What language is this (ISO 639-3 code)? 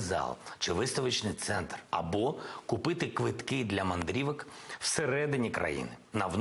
ukr